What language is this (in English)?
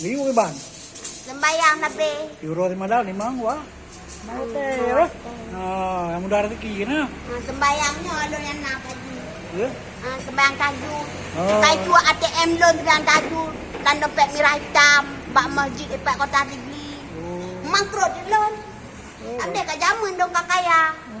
Achinese